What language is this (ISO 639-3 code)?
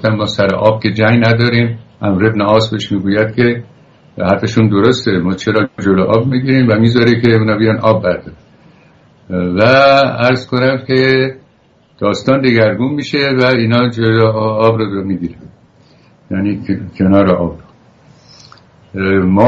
fas